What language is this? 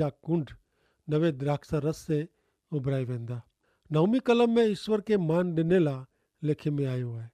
Kachhi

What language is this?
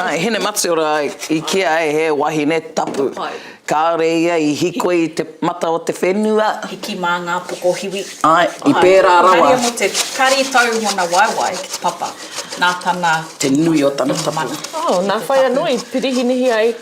Māori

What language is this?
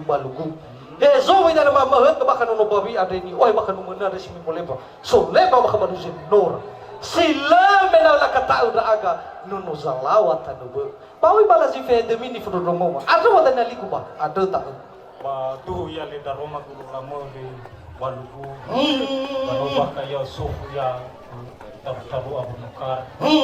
Nias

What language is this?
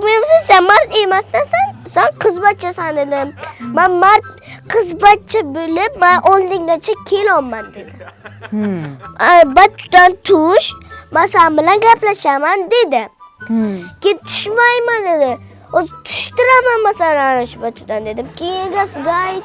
Uzbek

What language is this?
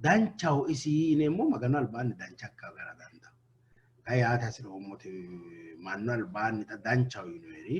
Sidamo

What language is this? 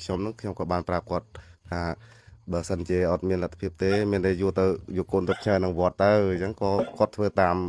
Khmer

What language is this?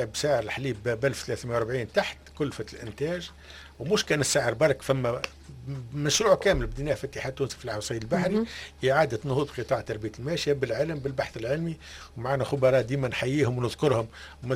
Tunisian Arabic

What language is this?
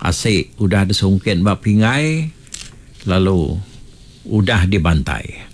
Iban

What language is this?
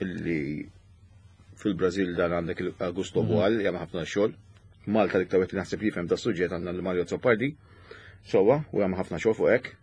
Maltese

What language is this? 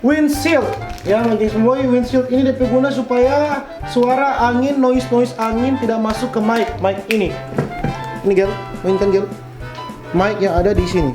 Manado Malay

